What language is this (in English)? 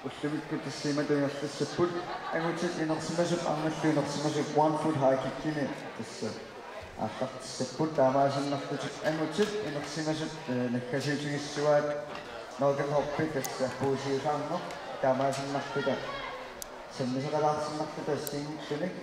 Kalaallisut